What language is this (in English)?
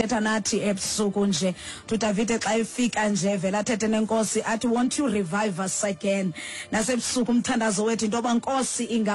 Xhosa